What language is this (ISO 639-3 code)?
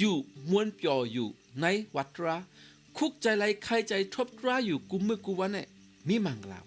shn